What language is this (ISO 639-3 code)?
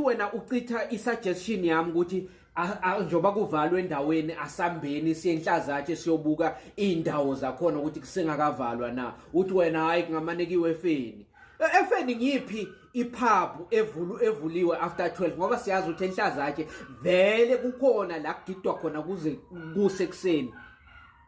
zul